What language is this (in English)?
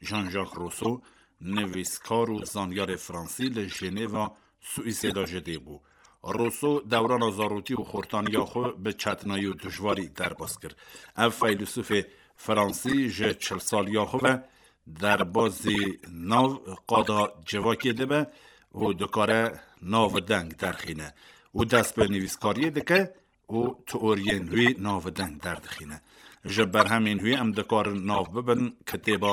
Kurdish